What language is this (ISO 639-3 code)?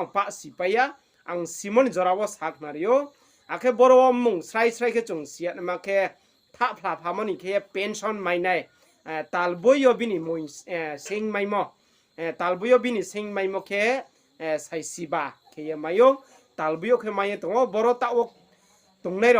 ria